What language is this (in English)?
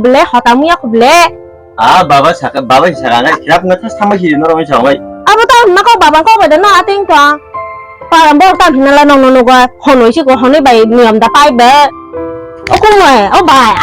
Kok Borok